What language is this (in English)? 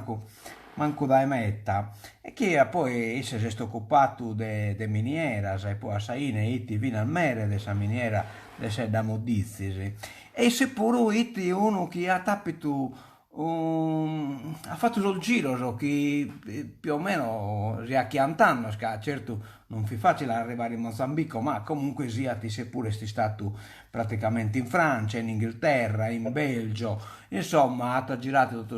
Sardinian